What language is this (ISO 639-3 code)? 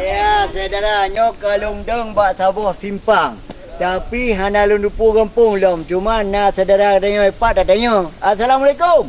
ace